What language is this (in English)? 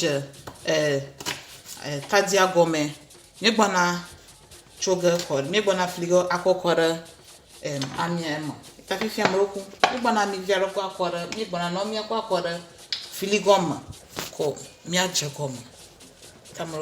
Ewe